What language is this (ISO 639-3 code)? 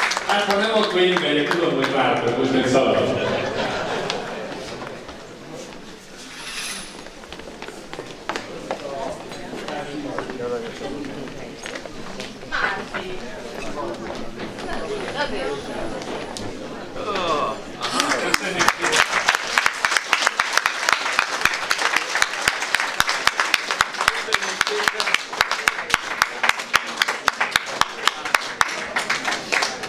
hun